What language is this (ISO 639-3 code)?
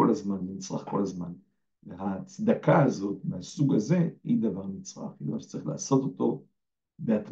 heb